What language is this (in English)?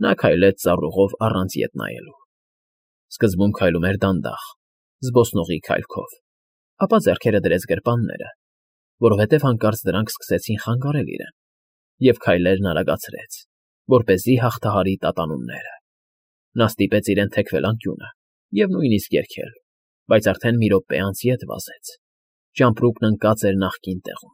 Armenian